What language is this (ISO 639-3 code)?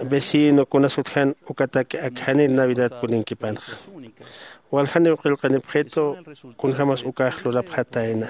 aym